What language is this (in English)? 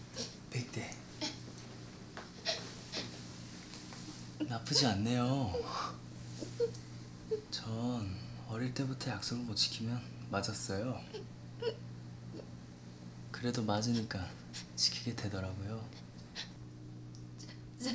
Korean